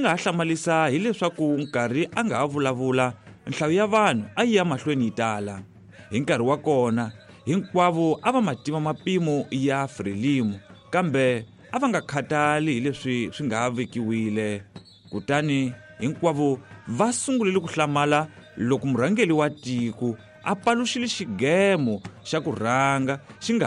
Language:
Tsonga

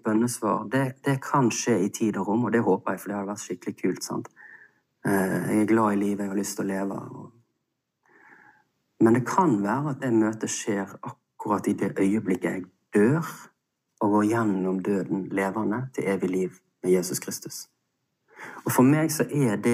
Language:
Norwegian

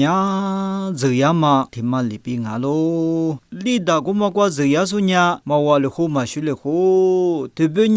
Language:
Lisu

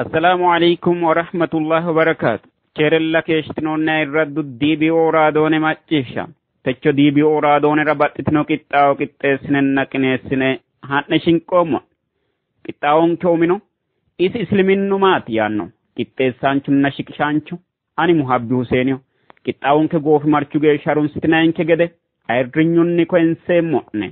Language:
Sidamo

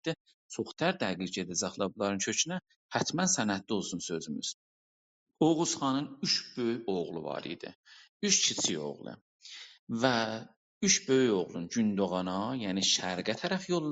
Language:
South Azerbaijani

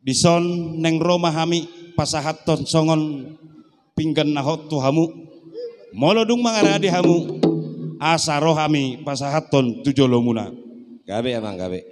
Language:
Batak Toba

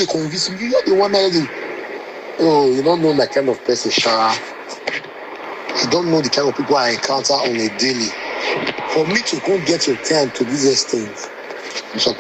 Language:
Nigerian Pidgin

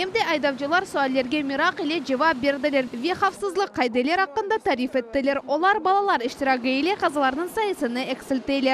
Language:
Crimean Tatar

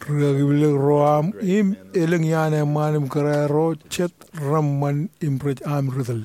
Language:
Marshallese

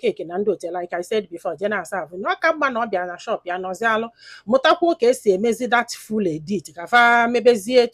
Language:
Igbo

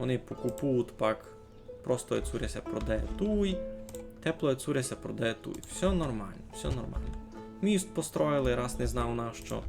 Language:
Rusyn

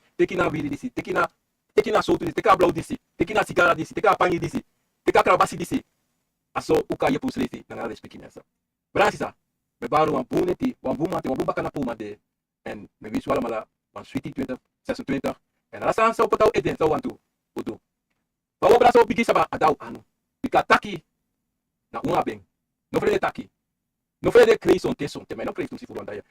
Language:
Sranan Tongo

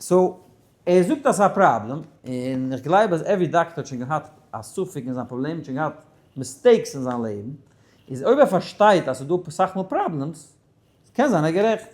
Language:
Yiddish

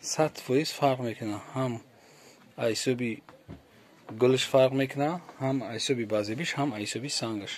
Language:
Tajik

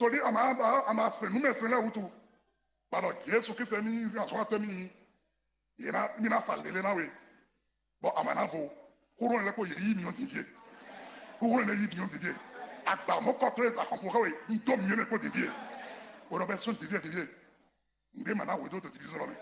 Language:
Fon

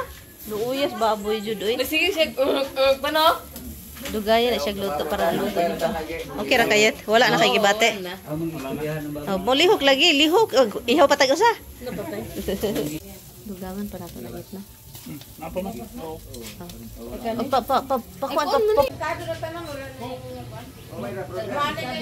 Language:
Cebuano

